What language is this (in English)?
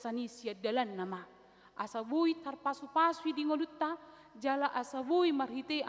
Batak Toba